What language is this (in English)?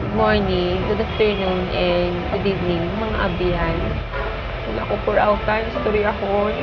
Hiligaynon